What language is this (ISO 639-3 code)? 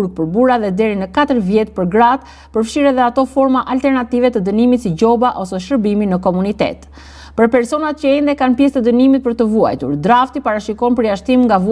sqi